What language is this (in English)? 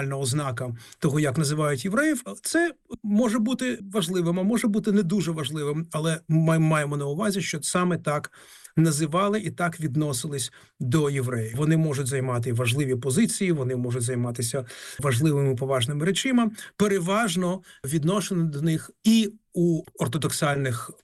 Ukrainian